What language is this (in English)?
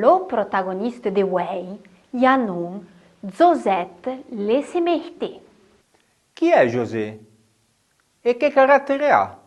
Arpitan